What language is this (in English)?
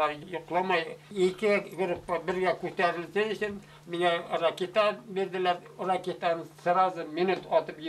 Bashkir